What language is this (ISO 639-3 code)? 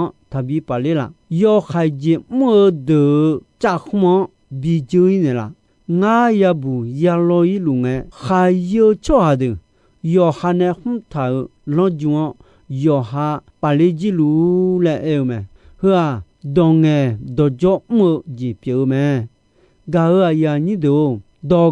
ahk